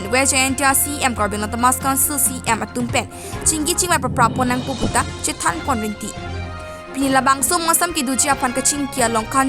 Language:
Karbi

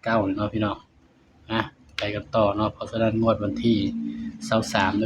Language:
Northeastern Thai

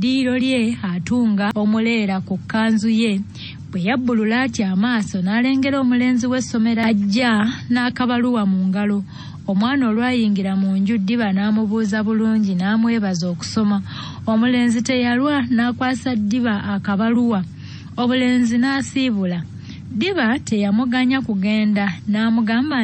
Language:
Ganda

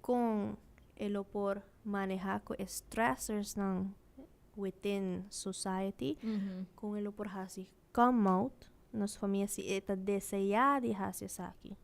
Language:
Papiamento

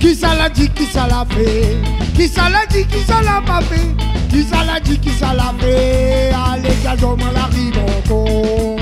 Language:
Réunion Creole French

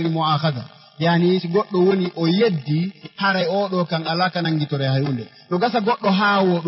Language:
Fula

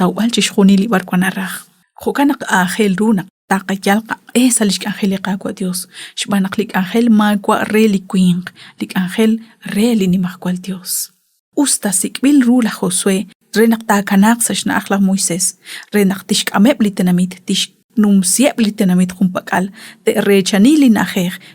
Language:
Kekchí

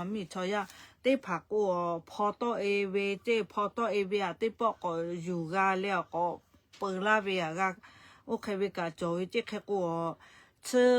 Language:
Lahu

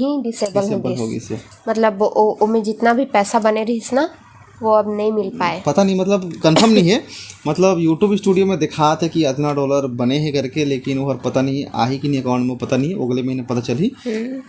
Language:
Chhattisgarhi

